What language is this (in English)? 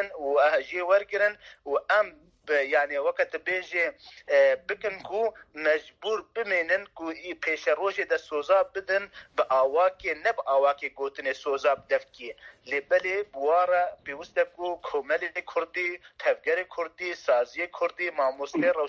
Kurdish